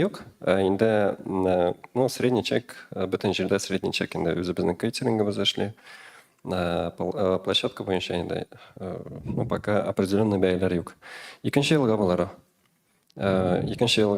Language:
Tatar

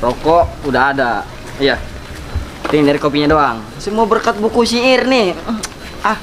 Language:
Betawi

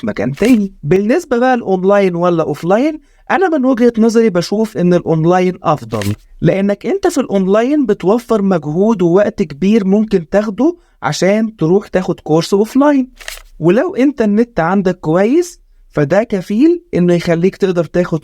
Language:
Egyptian Arabic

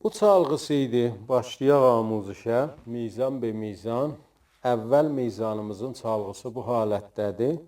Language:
South Azerbaijani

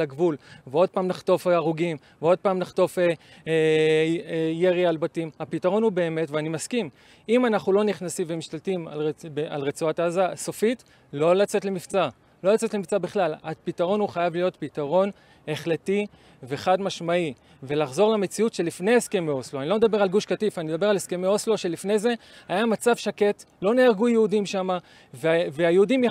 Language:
Hebrew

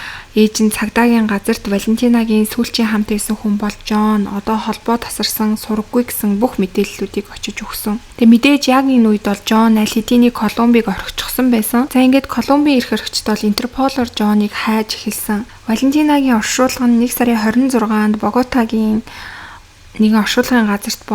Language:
Mongolian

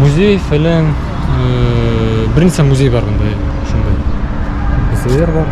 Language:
Bashkir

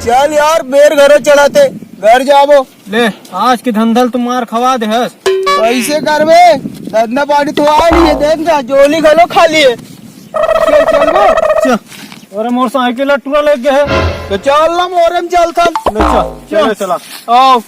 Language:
Chhattisgarhi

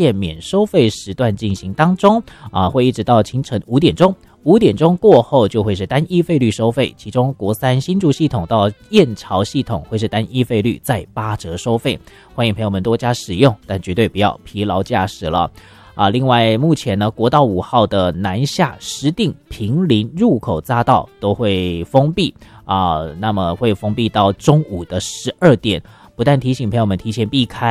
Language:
Chinese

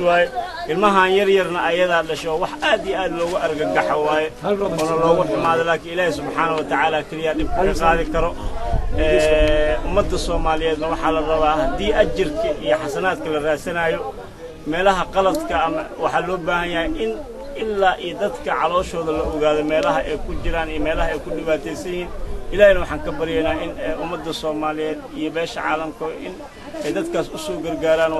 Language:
Somali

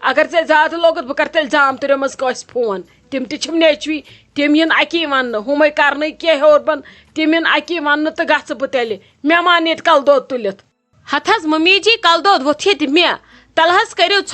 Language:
Kashmiri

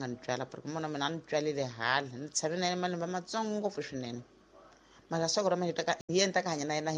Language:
Tsonga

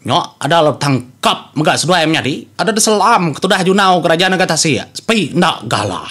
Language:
Iban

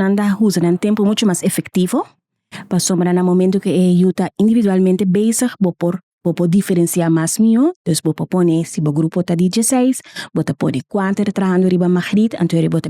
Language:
Papiamento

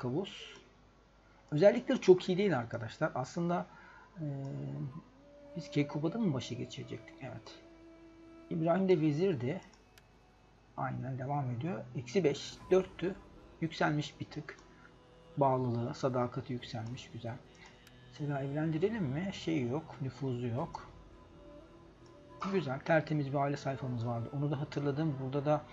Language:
Turkish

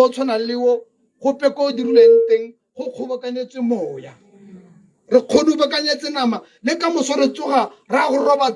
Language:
Tswana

